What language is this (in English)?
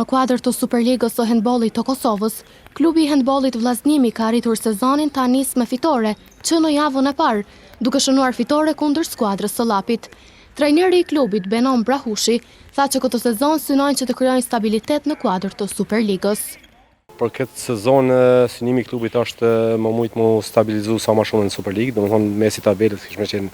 Albanian